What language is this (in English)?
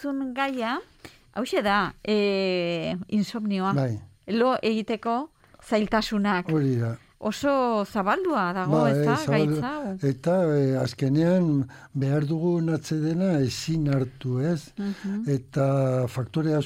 Basque